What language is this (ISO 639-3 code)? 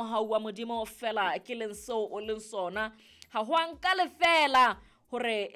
sot